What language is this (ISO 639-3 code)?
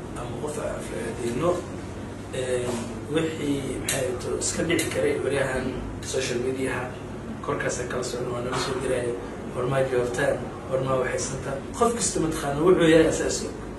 som